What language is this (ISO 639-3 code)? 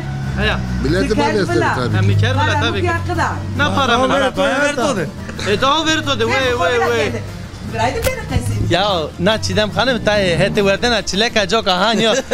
zza